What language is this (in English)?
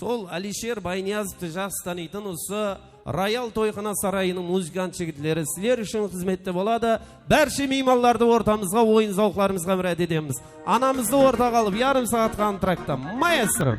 Kara-Kalpak